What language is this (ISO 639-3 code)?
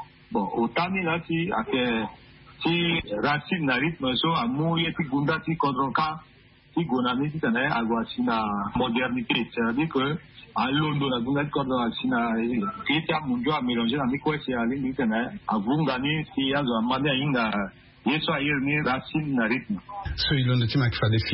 sag